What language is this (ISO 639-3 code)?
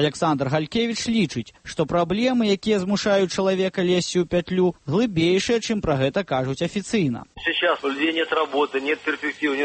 bel